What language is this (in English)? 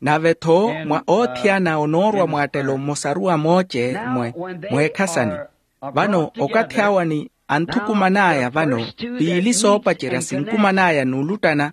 Makhuwa